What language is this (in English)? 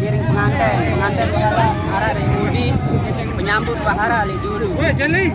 Sasak